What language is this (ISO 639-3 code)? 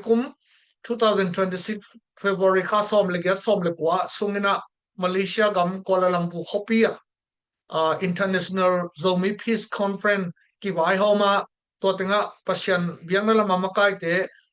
ctd